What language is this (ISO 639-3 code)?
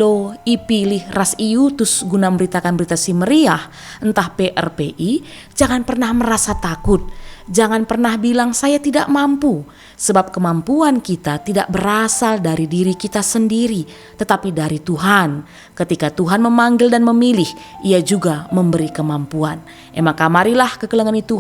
btx